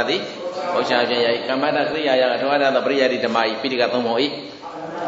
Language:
Burmese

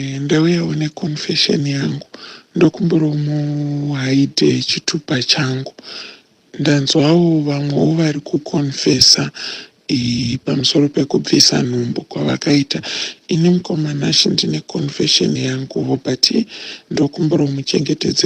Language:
Shona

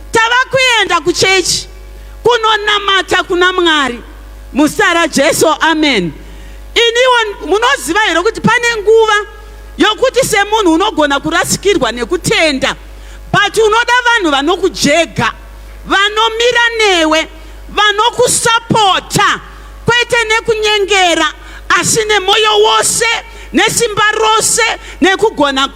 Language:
Shona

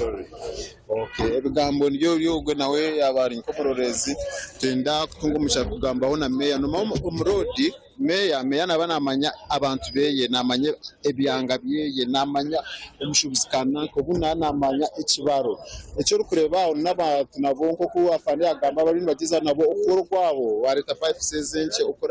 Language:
Nyankole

